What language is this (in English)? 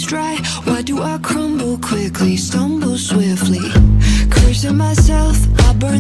Kara-Kalpak